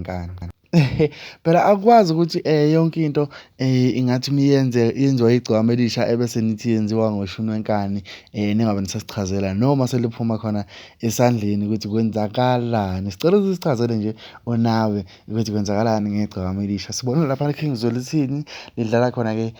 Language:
Zulu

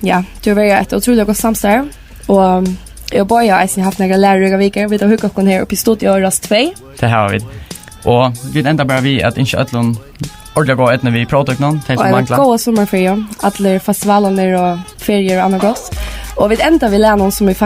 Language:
Faroese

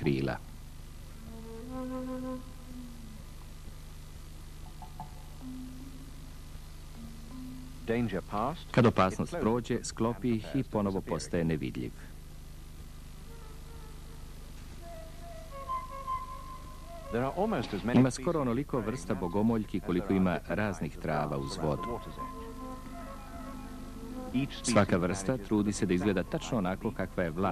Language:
Serbian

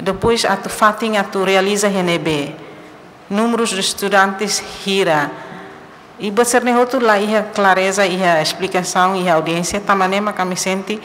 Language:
Tetum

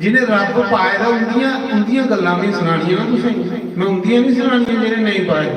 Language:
Dogri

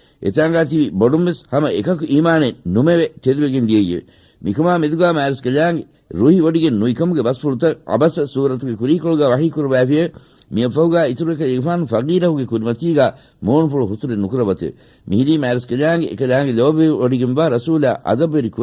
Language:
Divehi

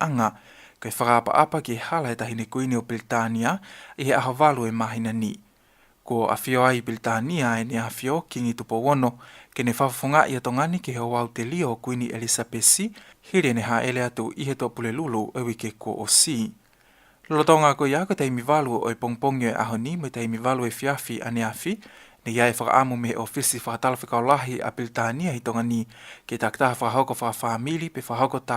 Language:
Tongan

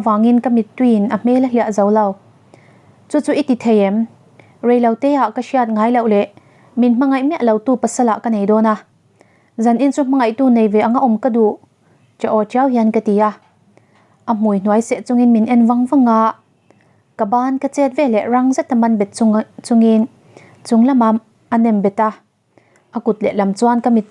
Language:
Mizo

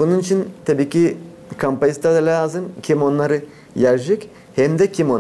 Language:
Gagauz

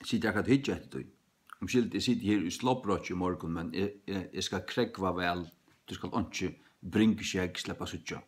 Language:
Faroese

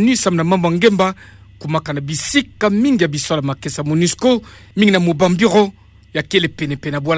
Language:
Kituba (Democratic Republic of Congo)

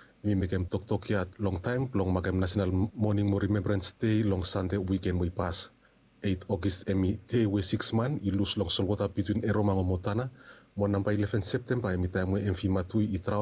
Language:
Bislama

